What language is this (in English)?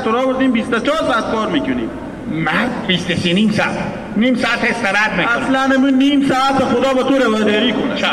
Hazaragi